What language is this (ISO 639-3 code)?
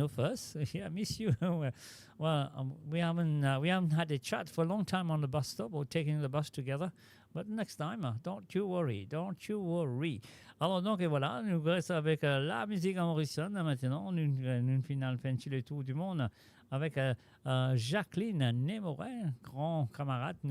mfe